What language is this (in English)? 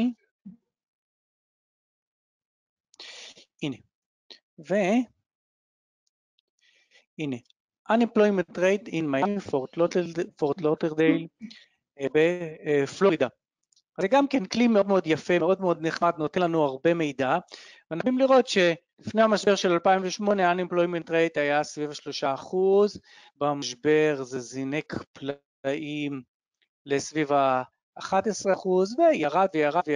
Hebrew